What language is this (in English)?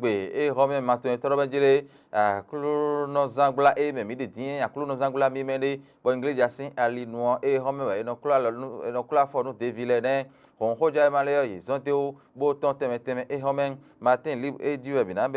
Fon